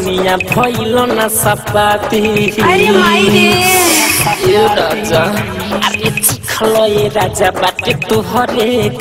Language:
Bhojpuri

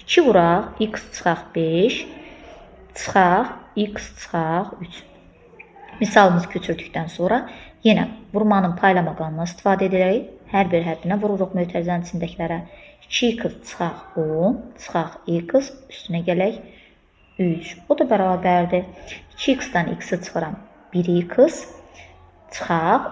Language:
Azerbaijani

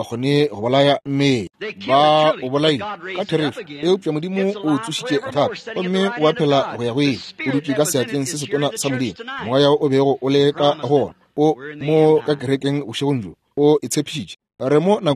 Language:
Northern Sotho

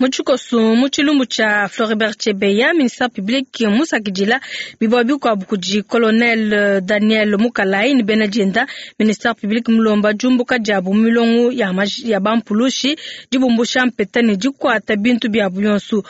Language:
Luba-Lulua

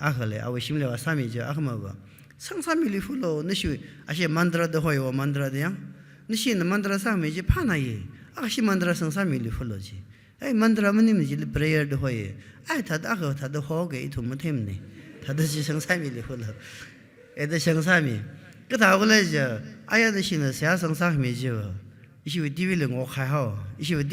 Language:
Tangkhul Naga (India)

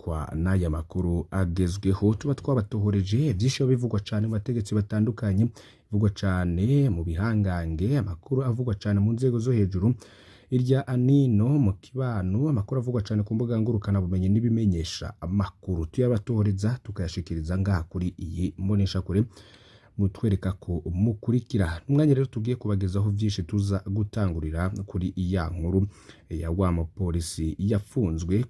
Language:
Rundi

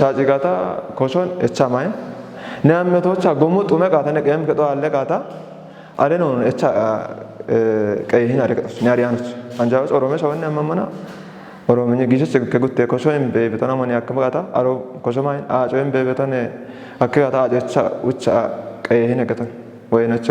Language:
Kafa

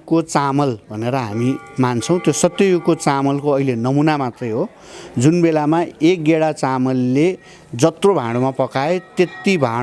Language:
Nepali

